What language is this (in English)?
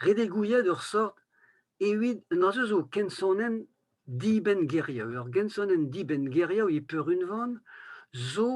Breton